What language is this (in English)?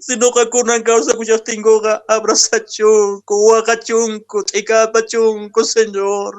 Quechua